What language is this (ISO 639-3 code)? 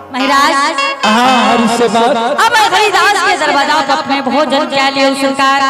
anp